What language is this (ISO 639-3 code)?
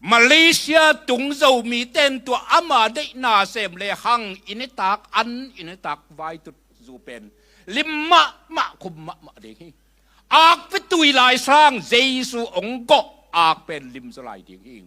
ctd